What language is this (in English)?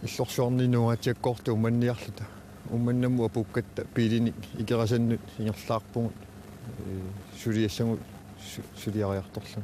Kalaallisut